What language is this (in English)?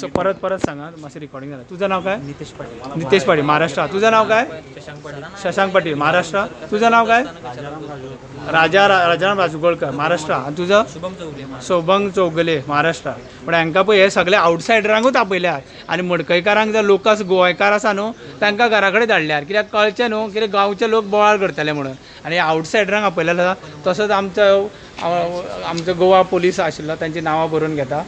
Konkani